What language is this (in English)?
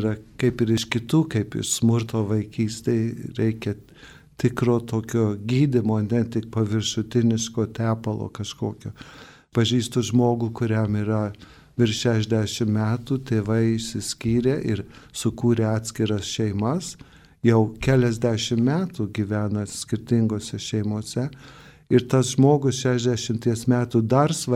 Lithuanian